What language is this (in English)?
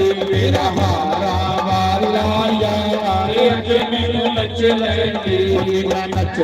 Dogri